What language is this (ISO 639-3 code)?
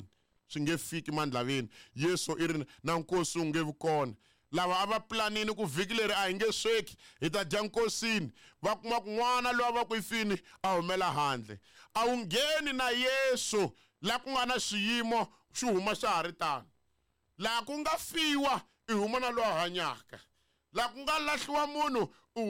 tso